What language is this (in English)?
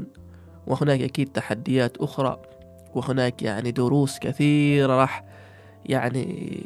Gulf Arabic